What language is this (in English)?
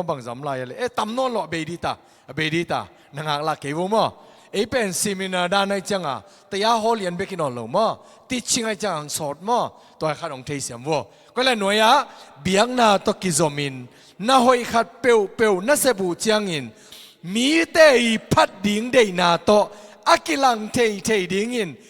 Tedim Chin